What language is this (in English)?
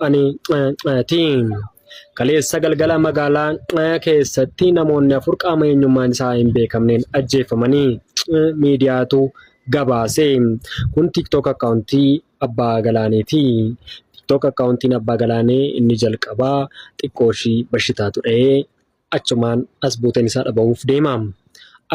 Oromo